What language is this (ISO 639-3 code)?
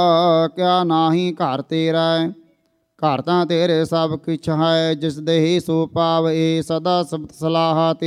pan